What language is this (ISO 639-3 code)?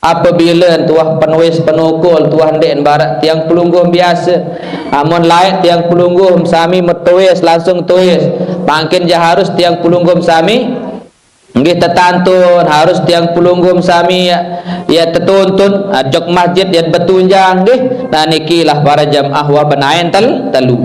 sas